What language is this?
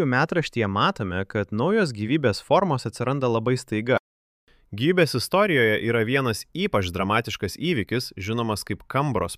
Lithuanian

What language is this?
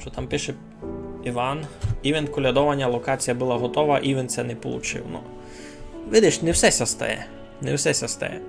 Rusyn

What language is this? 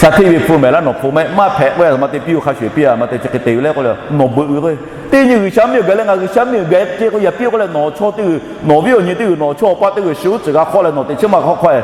Lahu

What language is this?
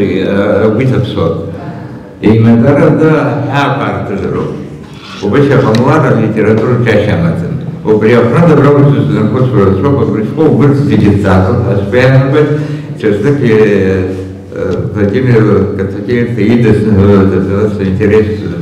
Abkhazian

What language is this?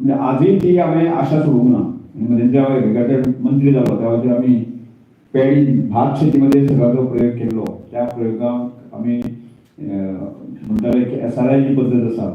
Konkani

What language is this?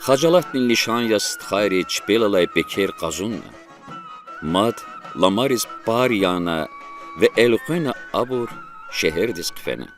Lezghian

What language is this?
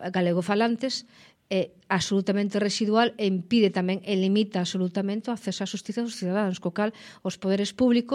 Galician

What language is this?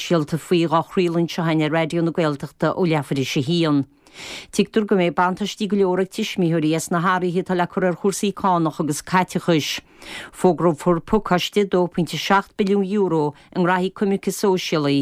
Irish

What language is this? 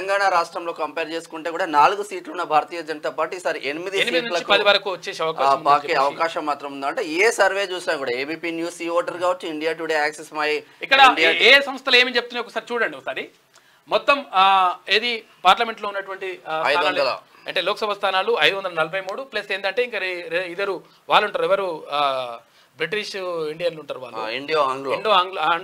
Telugu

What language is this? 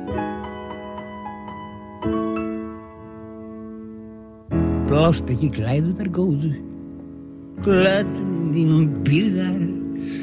Icelandic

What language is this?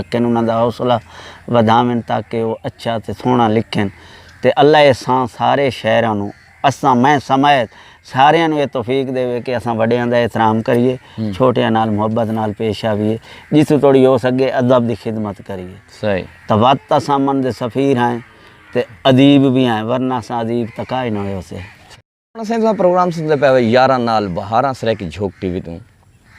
Saraiki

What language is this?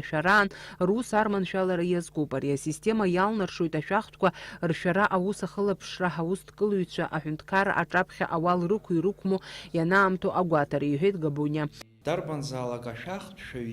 Abkhazian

